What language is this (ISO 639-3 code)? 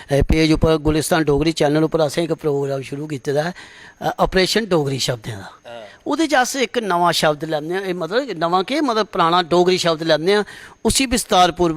doi